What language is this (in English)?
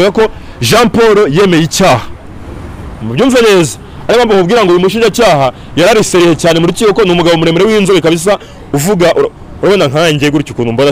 Kinyarwanda